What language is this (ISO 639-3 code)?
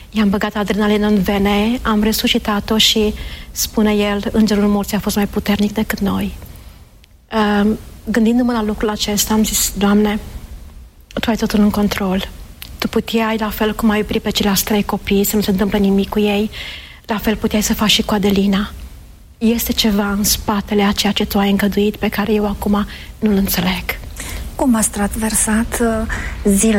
ron